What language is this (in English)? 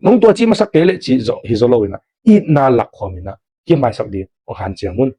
Tedim Chin